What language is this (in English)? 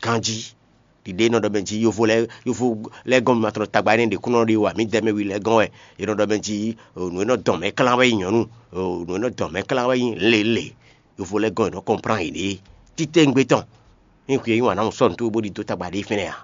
Fon